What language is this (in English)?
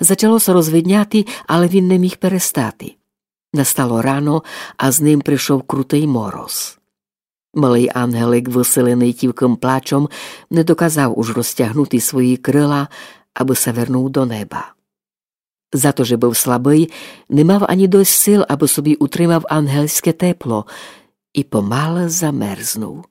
Rusyn